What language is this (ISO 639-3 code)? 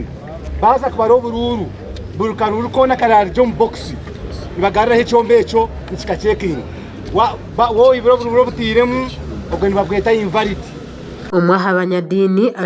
nyn